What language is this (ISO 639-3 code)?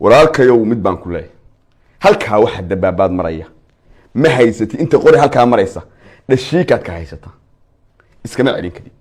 som